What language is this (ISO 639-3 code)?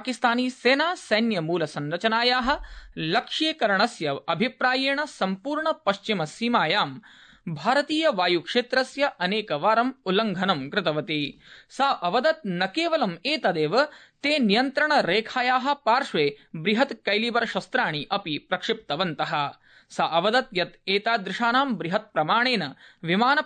san